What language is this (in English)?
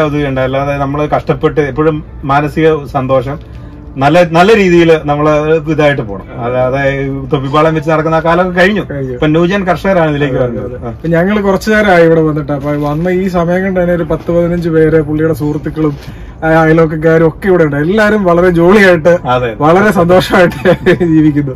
Malayalam